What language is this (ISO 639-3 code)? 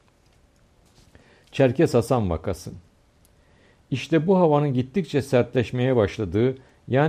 tur